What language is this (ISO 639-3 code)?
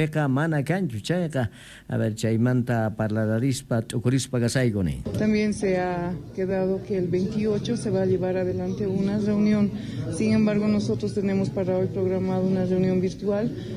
quh